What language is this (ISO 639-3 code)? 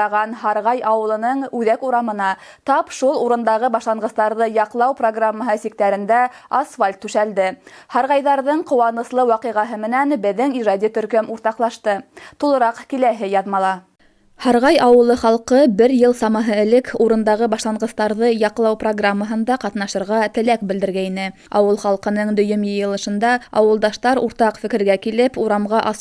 bak